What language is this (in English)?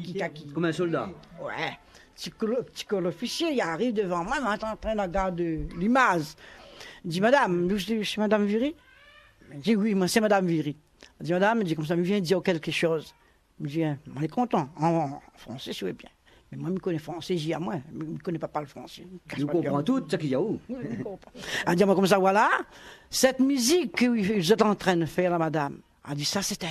Réunion Creole French